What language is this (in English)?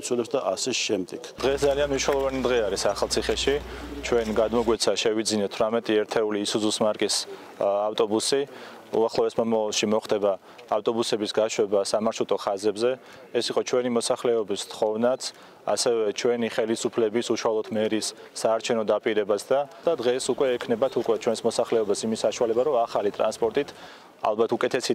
Georgian